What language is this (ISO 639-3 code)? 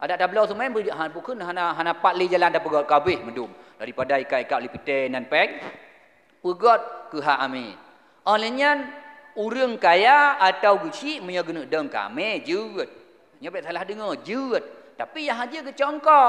ace